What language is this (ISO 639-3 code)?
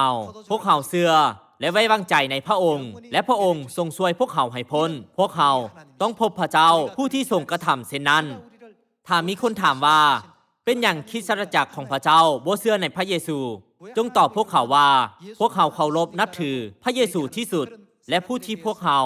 lao